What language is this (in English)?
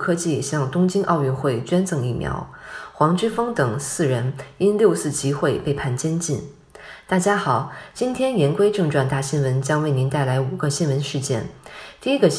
Chinese